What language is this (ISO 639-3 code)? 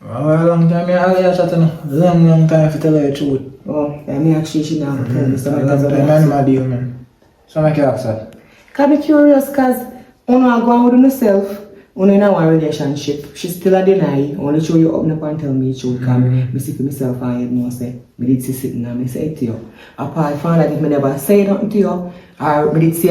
jam